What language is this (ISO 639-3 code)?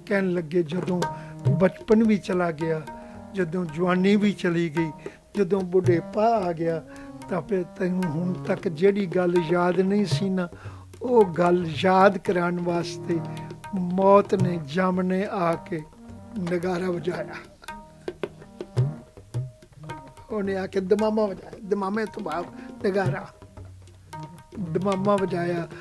pan